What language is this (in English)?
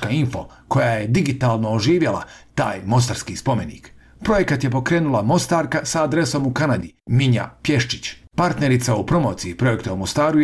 Bosnian